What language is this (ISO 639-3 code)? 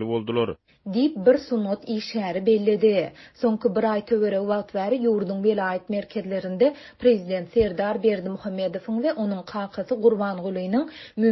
tuk